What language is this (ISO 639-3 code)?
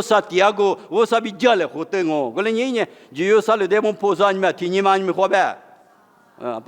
lis